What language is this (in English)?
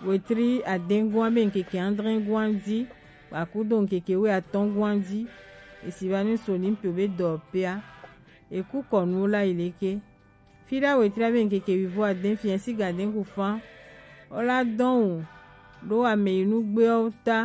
Gen